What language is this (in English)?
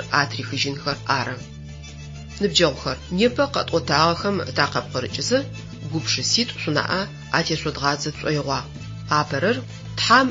Adyghe